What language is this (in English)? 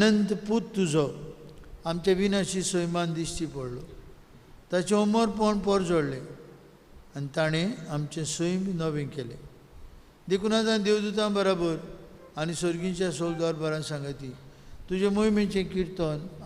Konkani